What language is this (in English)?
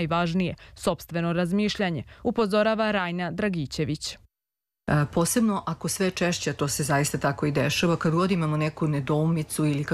Serbian